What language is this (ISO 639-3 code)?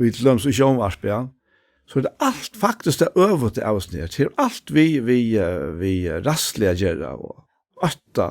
fao